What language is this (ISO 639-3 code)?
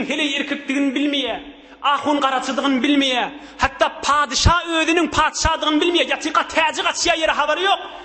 tuk